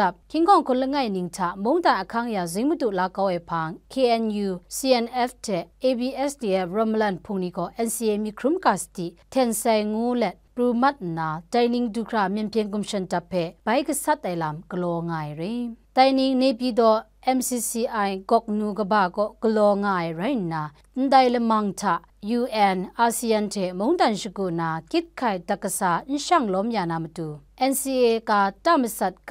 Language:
Kachin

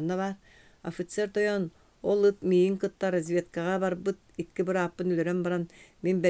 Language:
Yakut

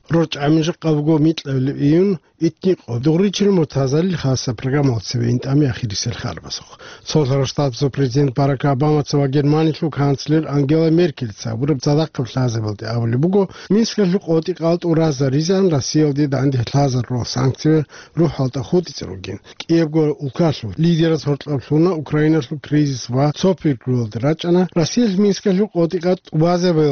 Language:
Avaric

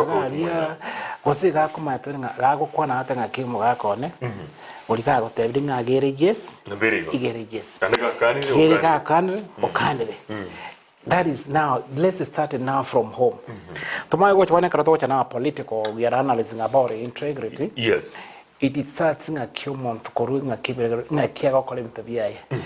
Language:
Gusii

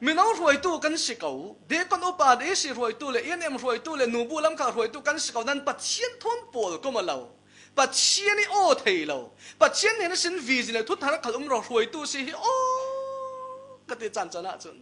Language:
Falam Chin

